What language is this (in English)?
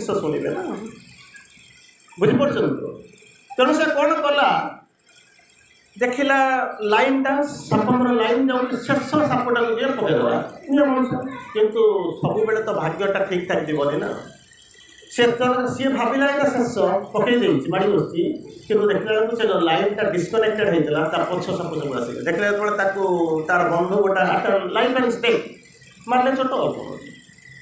Odia